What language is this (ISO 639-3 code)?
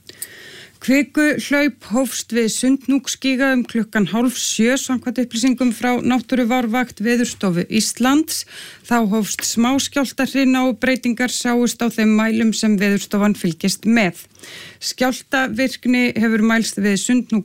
isl